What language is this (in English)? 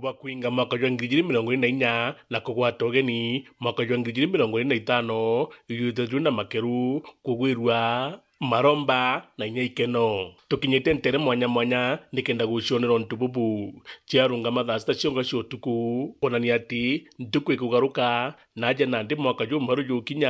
Meru